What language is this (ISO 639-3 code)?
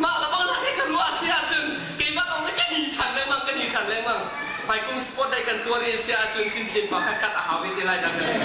cnh